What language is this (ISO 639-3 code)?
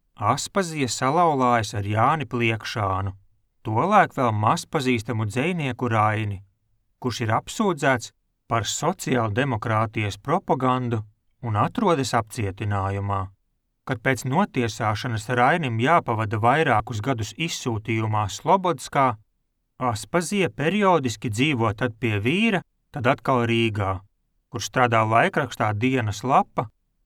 lav